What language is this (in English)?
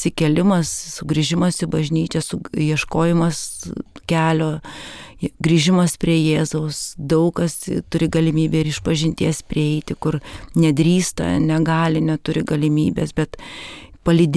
Lithuanian